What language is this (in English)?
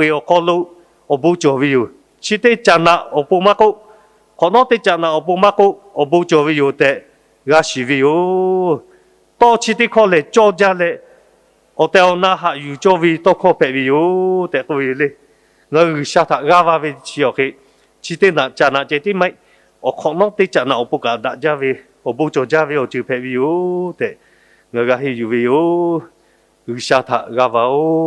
Lahu